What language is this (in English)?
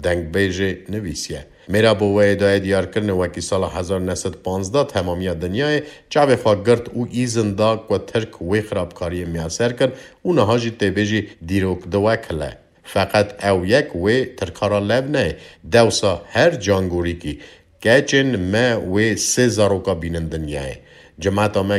Kurdish